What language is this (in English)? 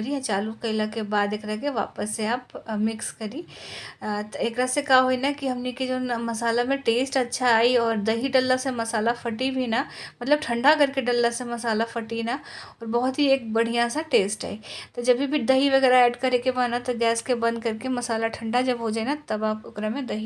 Bhojpuri